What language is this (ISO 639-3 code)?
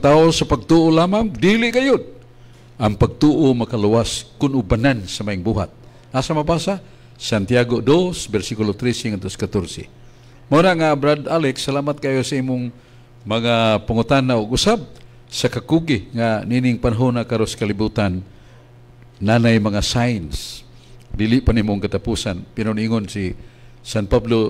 ceb